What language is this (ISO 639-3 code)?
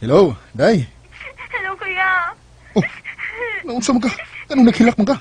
ceb